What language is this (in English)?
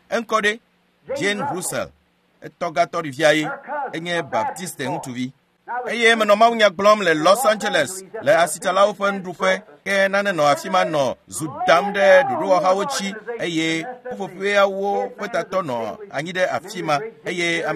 Ewe